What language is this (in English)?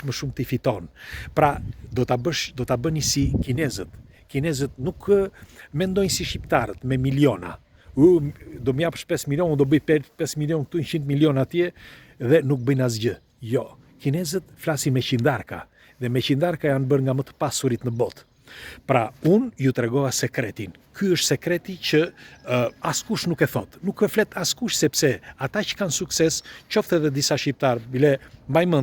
Albanian